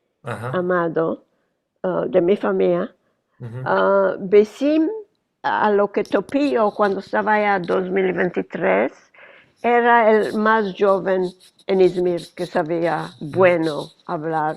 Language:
Ladino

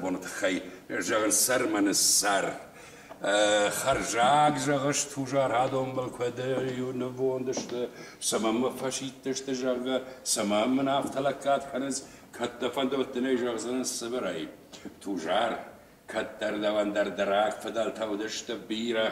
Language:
Ossetic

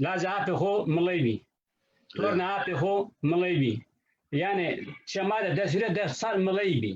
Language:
Zaza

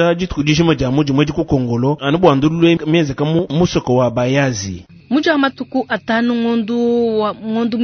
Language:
Luba-Lulua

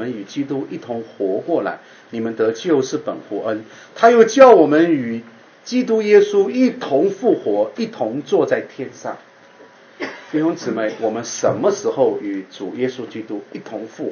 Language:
Chinese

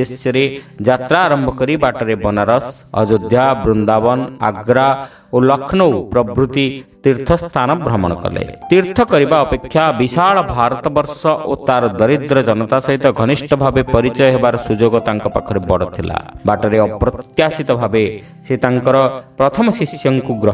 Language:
Odia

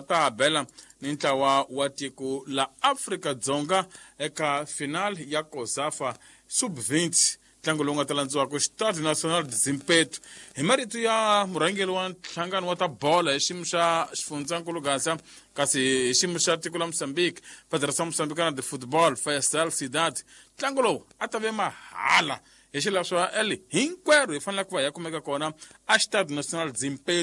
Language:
Tsonga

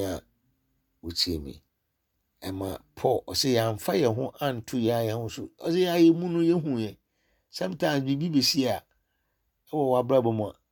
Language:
Akan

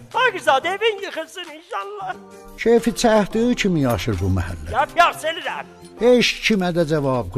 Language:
South Azerbaijani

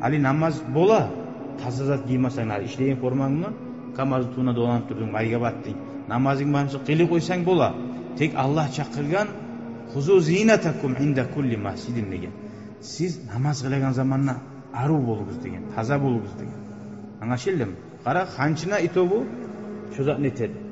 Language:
Kumyk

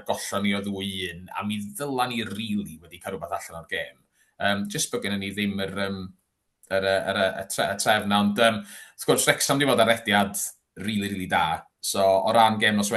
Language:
Welsh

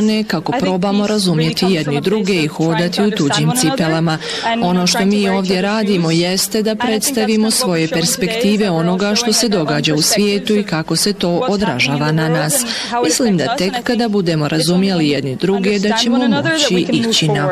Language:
Bosnian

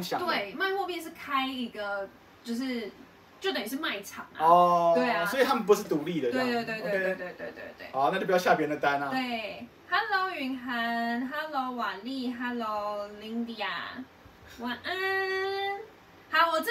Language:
Chinese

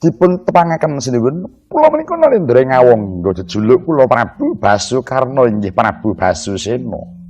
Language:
Javanese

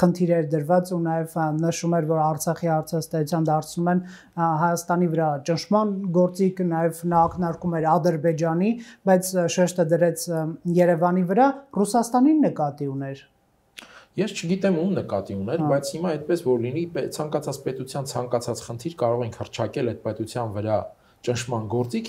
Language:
Armenian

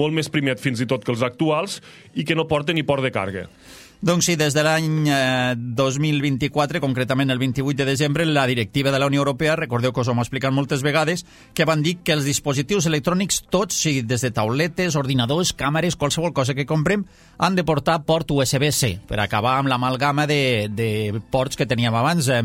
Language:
Catalan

